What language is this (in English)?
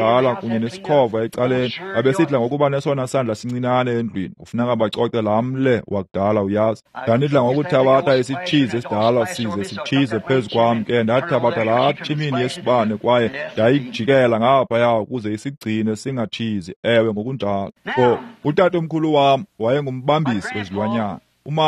Xhosa